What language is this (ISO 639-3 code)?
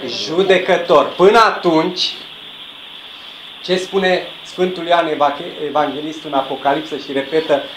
ron